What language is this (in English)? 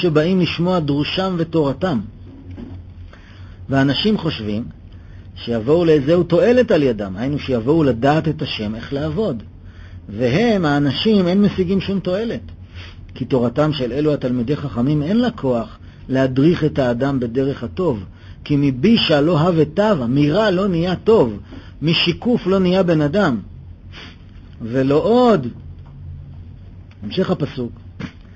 Hebrew